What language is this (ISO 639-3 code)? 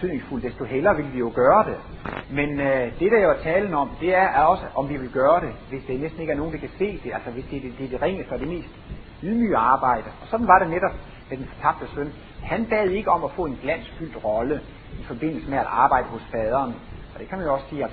dan